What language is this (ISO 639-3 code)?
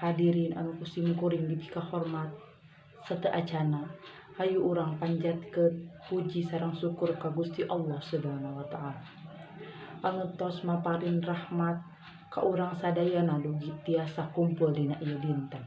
sun